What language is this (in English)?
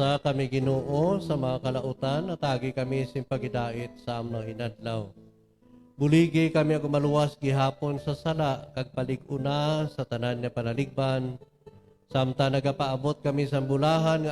Hiligaynon